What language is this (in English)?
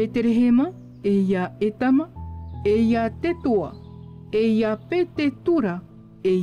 Tahitian